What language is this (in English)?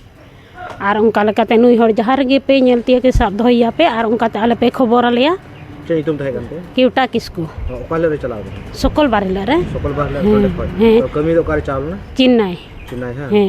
Santali